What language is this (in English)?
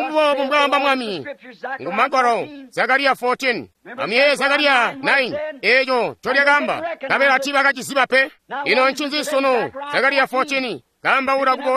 Tonga (Zambia)